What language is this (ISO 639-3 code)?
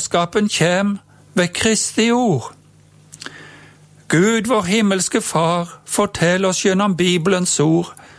nor